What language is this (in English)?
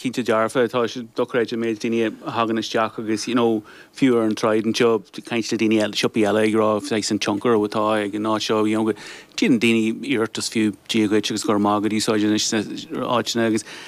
Irish